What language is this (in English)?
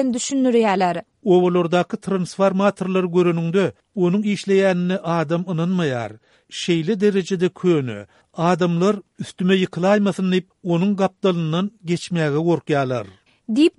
Turkmen